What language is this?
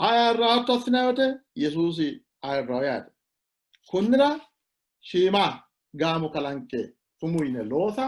Sidamo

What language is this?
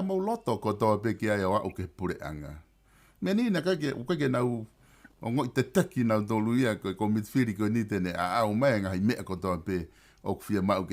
Tongan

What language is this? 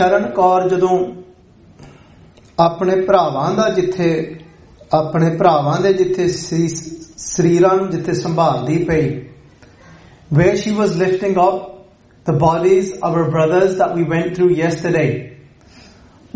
Punjabi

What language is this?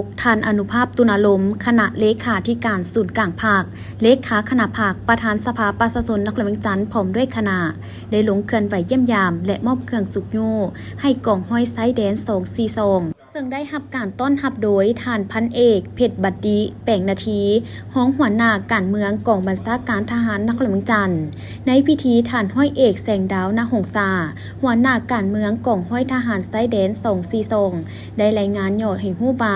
Lao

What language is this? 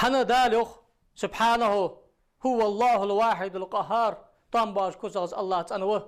Ingush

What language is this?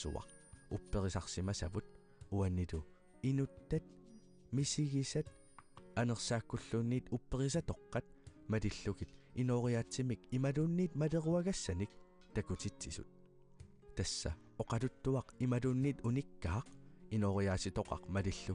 Kalaallisut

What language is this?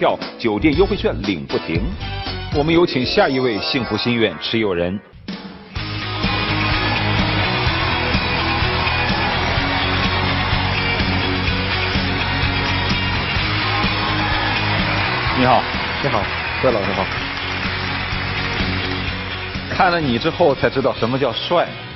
Chinese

